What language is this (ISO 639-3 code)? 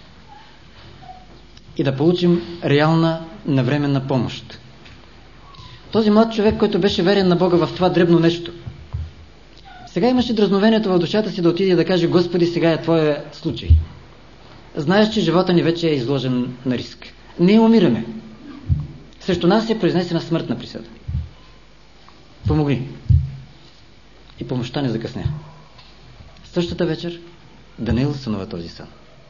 bul